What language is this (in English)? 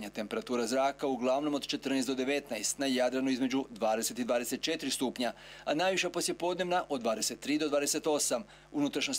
Croatian